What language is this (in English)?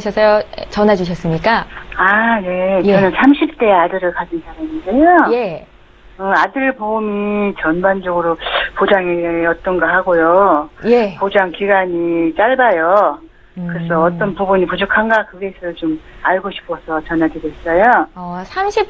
Korean